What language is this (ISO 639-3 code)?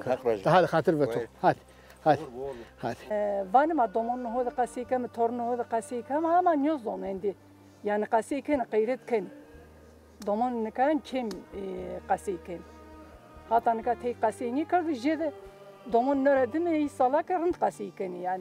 zza